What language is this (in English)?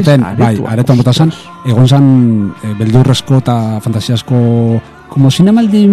Basque